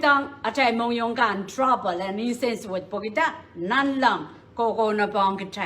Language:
Pohnpeian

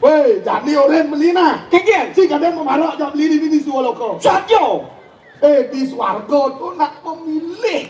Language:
Balinese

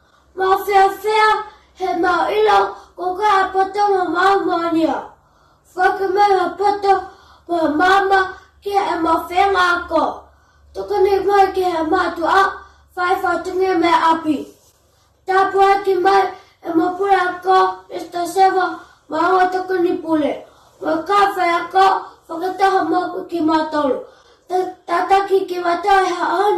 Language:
Tongan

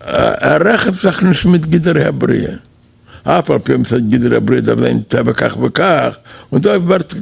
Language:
Yiddish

